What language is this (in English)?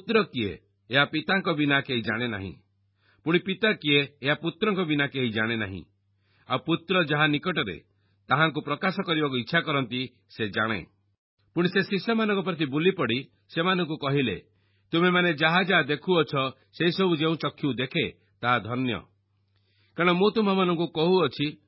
Odia